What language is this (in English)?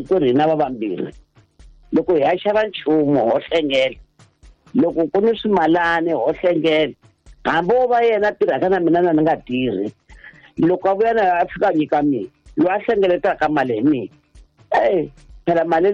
Tsonga